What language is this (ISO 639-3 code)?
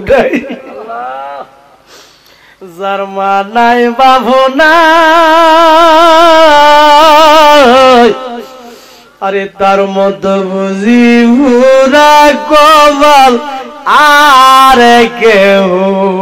ben